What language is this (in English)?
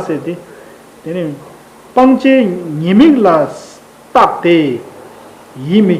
Tibetan